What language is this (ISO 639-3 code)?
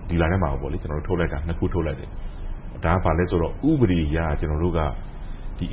mya